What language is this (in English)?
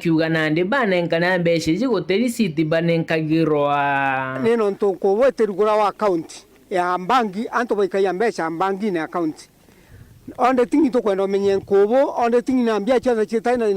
Meru